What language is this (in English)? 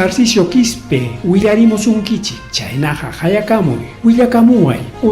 Ayacucho Quechua